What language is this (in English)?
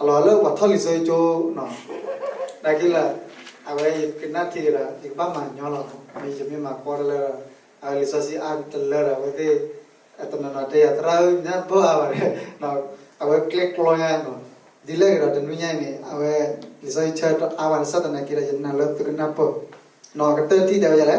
S'gaw Karen